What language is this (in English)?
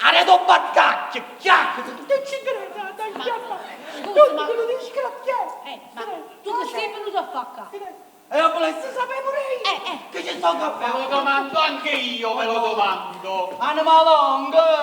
Neapolitan